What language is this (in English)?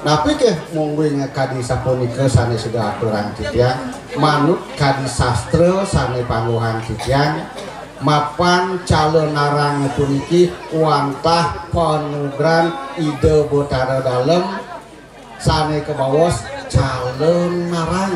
Balinese